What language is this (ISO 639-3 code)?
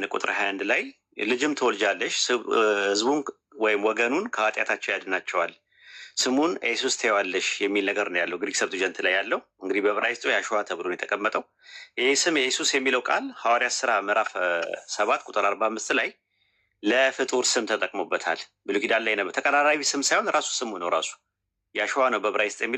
amh